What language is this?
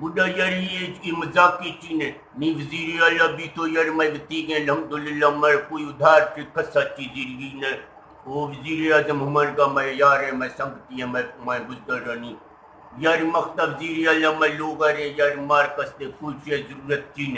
Eastern Balochi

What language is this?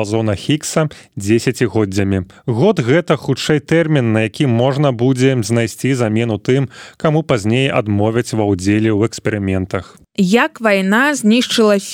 Belarusian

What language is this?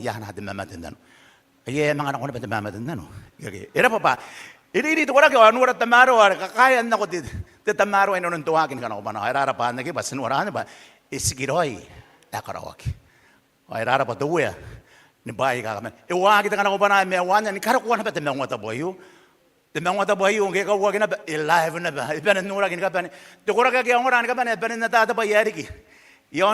Gilbertese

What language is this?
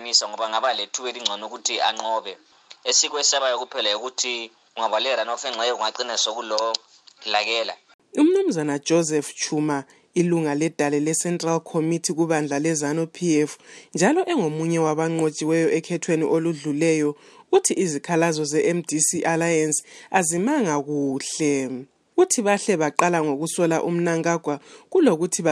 North Ndebele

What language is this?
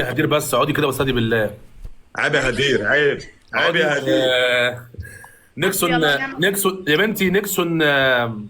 Egyptian Arabic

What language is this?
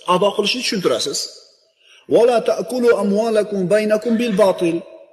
Uzbek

